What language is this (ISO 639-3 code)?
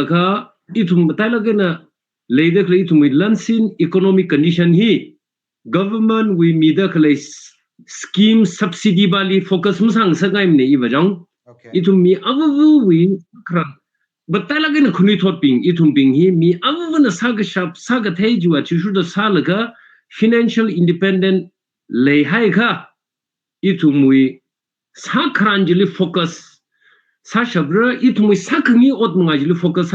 nmf